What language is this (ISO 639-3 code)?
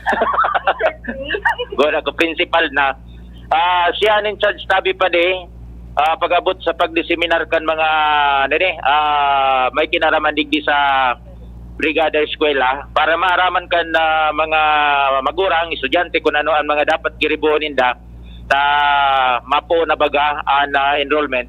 bik